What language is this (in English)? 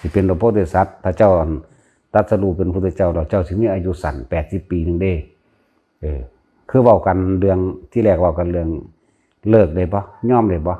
Northeastern Thai